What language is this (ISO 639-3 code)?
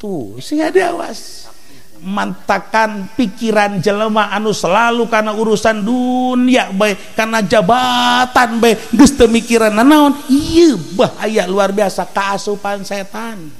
sun